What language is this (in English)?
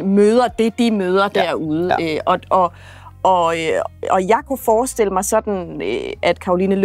Danish